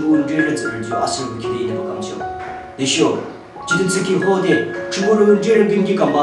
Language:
Yimchungru Naga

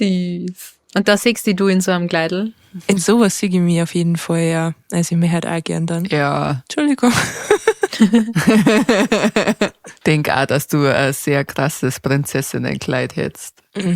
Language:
Bavarian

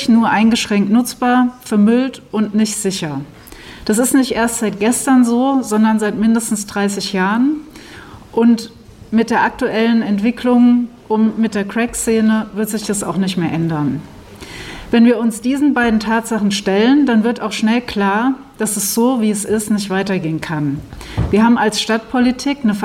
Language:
German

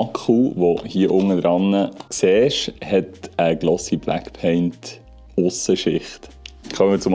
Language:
Swiss German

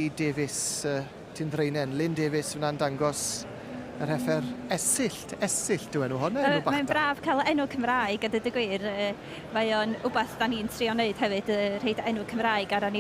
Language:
Welsh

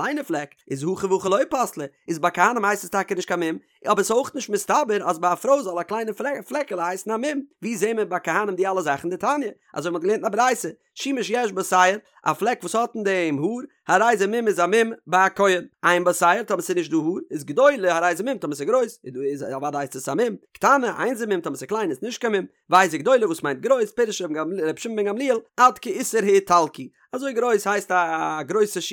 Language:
Yiddish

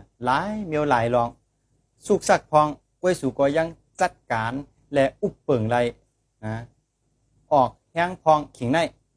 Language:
Shan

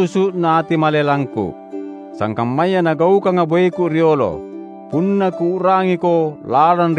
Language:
Makasar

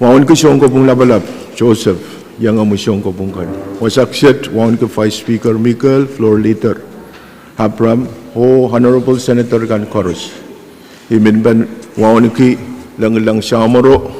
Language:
Pohnpeian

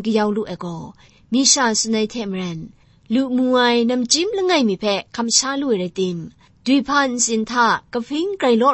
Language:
Kachin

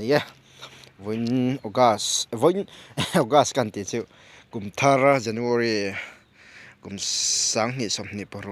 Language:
Mizo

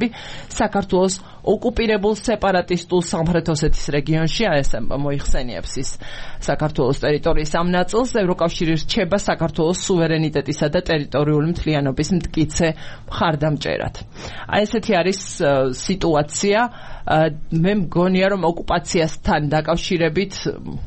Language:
Georgian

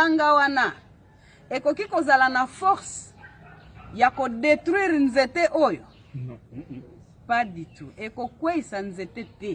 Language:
Lingala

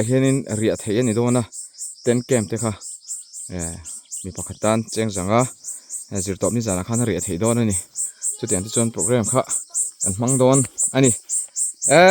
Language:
Mizo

